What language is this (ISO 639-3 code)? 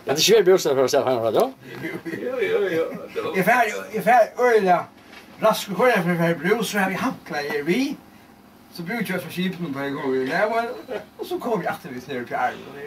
fao